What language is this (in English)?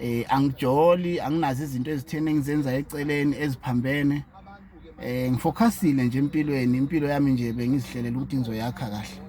Zulu